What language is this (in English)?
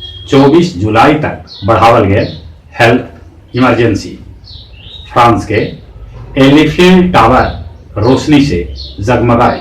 Magahi